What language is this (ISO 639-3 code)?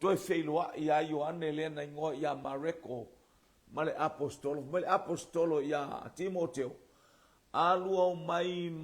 smo